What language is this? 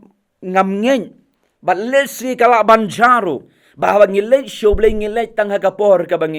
Khasi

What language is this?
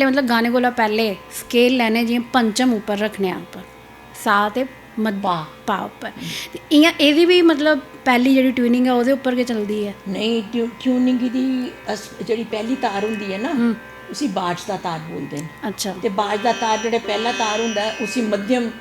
Dogri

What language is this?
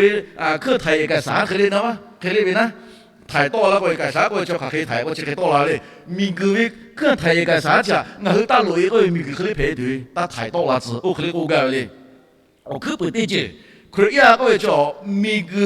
Lahu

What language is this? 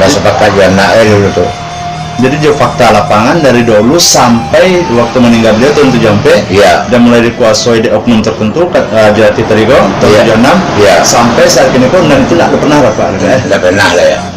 Minangkabau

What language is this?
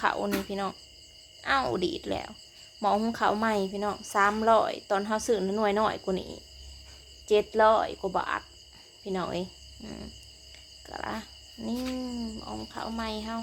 Northeastern Thai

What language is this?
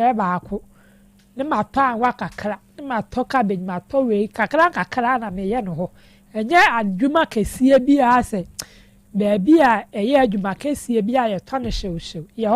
Akan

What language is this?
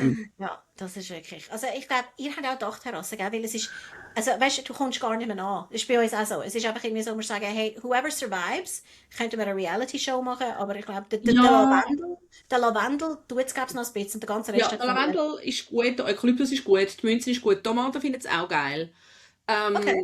Swiss German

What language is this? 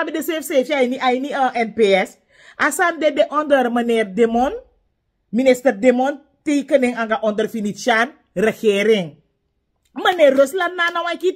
Sranan Tongo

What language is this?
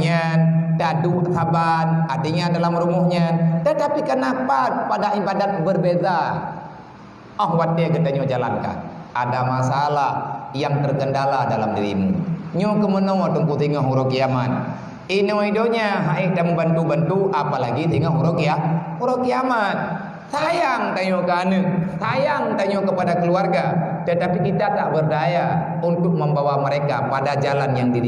Achinese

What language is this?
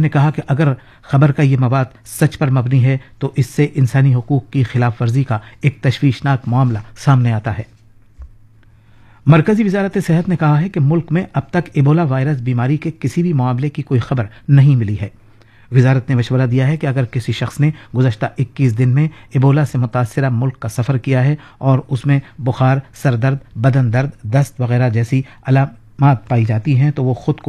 Urdu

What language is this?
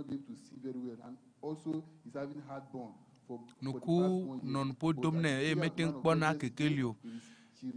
Ewe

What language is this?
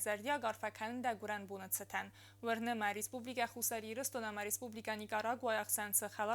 Ossetic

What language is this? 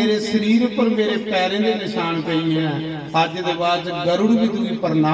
Dogri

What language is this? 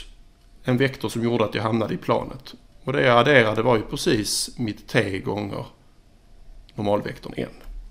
Swedish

